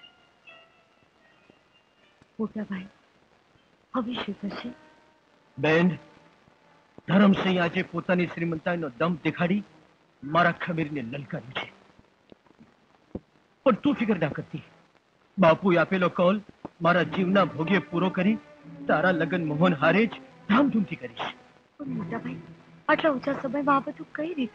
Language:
Gujarati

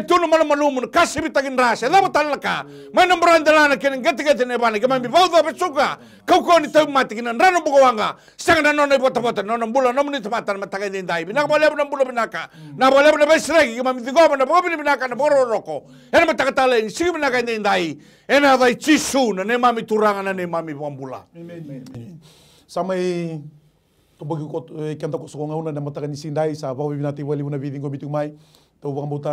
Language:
Fijian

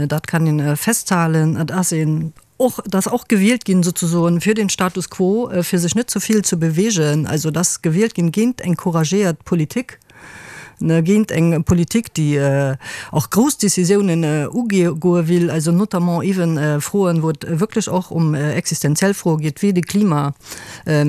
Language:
Luxembourgish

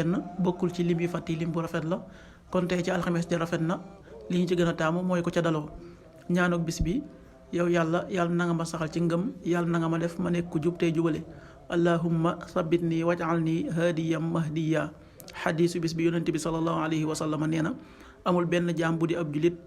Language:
Wolof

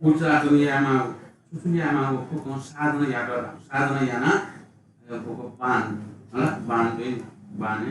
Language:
Newari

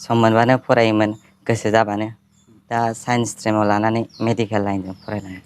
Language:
Bodo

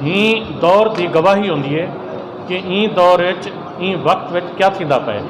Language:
Saraiki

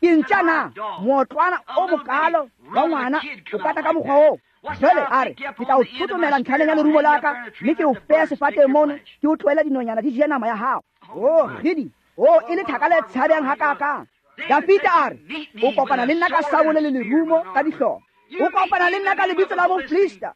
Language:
Tswana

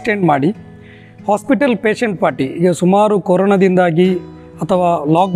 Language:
Kannada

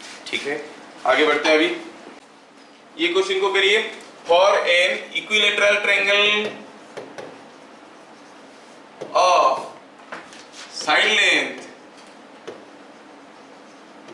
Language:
Hindi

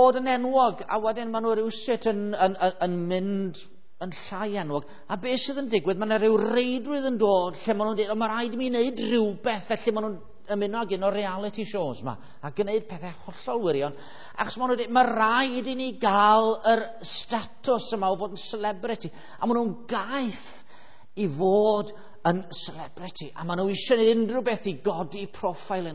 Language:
Welsh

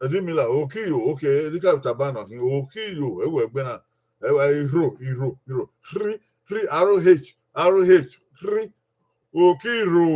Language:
Bini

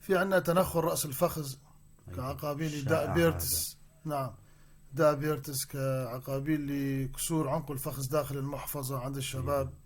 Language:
North Levantine Arabic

